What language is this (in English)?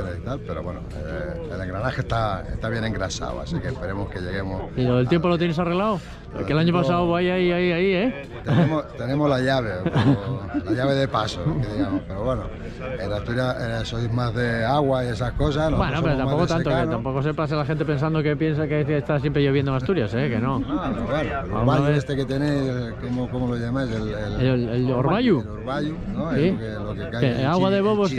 Spanish